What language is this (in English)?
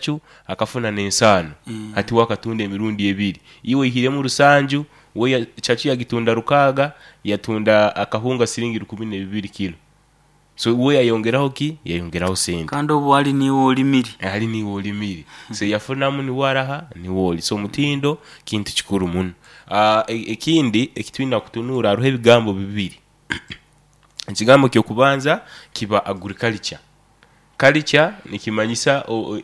Nyoro